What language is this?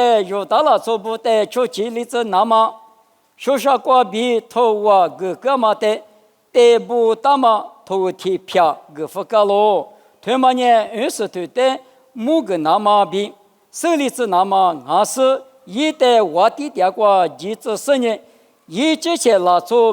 Lisu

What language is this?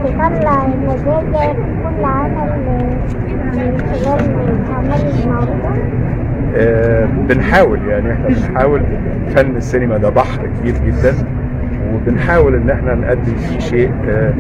Egyptian Arabic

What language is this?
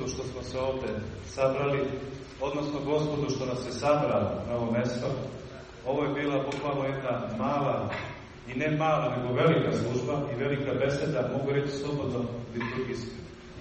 Serbian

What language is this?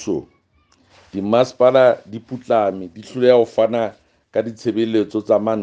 Southern Sotho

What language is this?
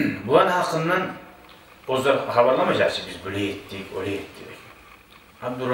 Kumyk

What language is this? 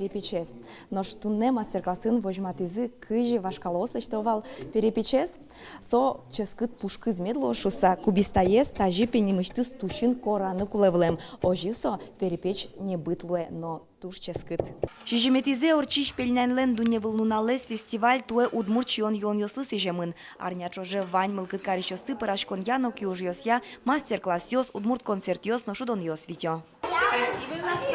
Udmurt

